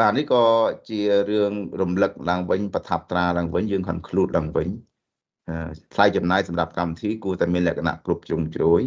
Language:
Khmer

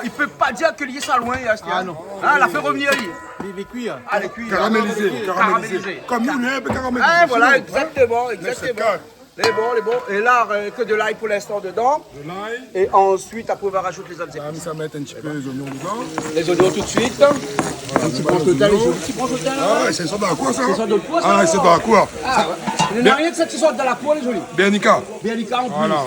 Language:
Réunion Creole French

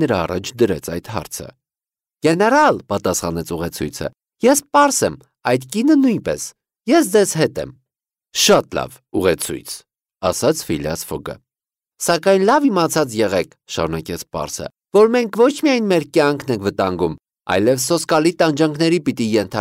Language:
Armenian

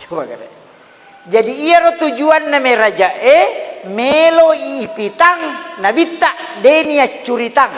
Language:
Buginese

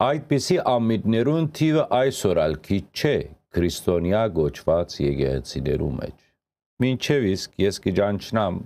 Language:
Western Armenian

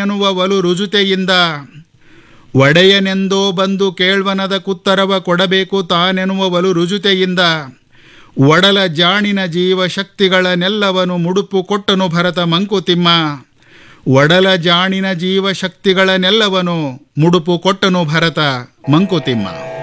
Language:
Kannada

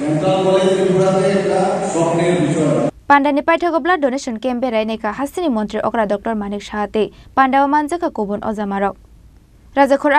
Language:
Kok Borok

